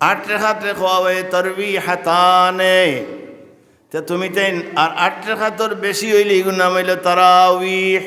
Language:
Sylheti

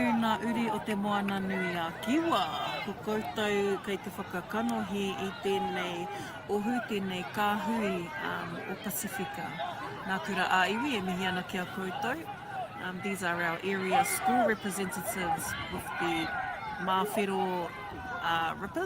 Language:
Māori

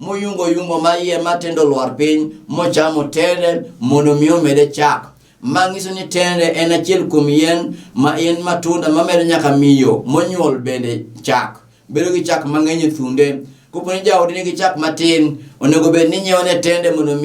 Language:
Luo (Kenya and Tanzania)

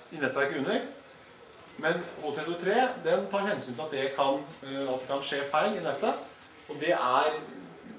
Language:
Norwegian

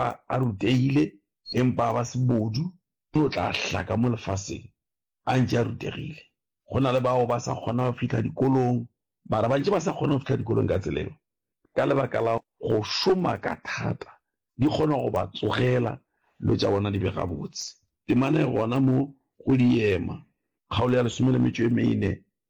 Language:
Northern Sotho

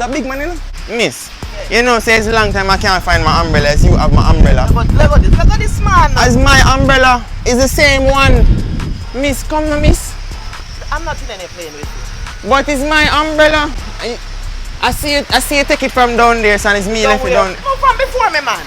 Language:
Jamaican Creole English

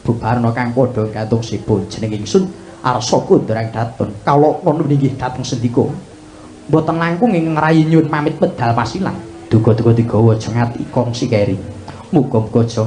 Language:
Javanese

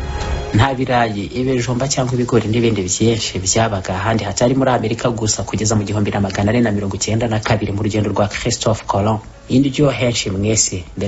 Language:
Kinyarwanda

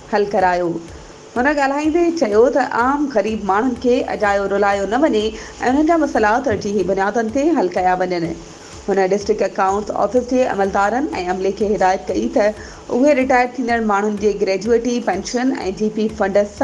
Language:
Sindhi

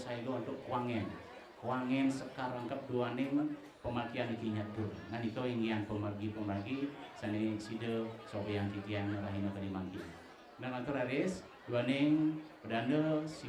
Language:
Balinese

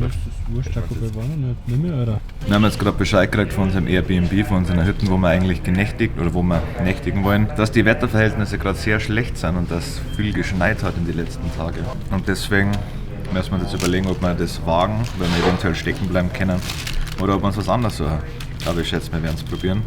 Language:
Bavarian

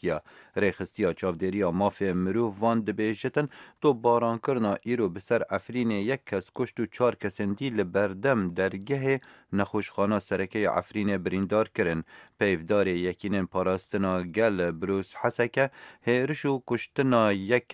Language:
Kurdish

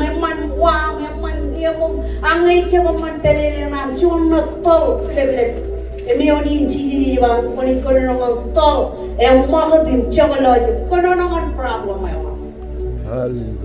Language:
Marshallese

